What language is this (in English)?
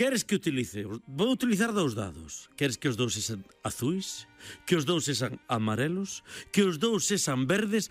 Galician